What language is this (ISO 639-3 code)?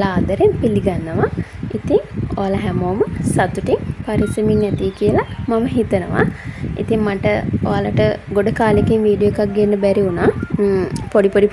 sin